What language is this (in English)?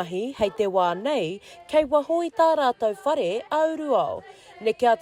Māori